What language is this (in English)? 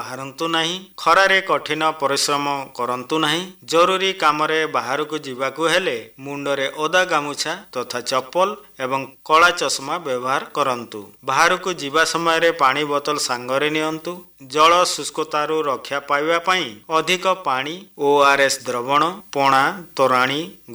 Odia